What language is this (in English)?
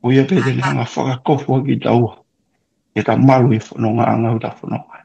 Tongan